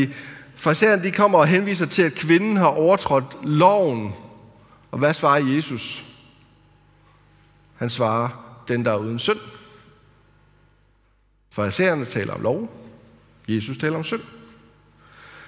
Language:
Danish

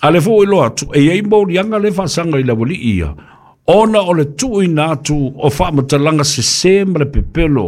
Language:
Samoan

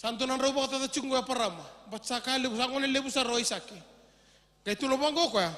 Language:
Fijian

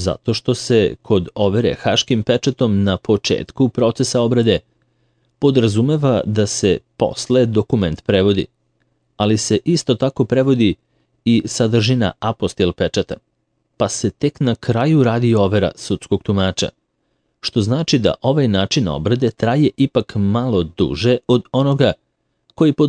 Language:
Serbian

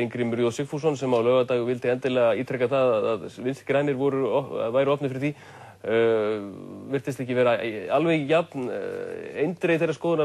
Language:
Icelandic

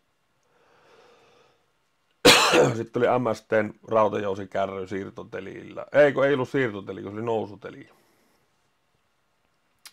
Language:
Finnish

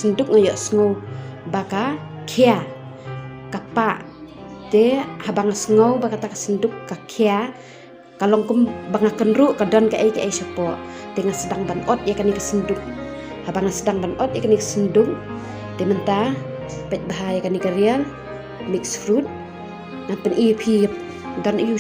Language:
Khasi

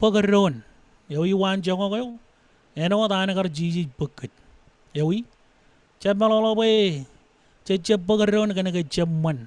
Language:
Marshallese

